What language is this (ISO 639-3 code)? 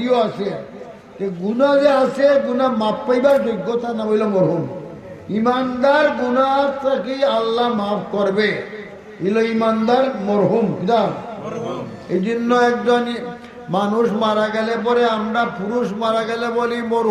syl